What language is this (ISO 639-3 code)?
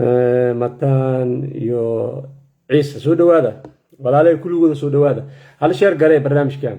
som